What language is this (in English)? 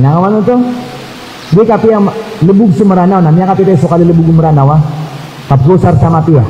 Maranao